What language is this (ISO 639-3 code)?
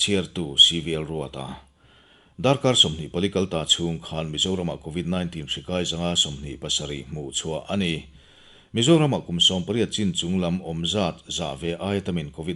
lus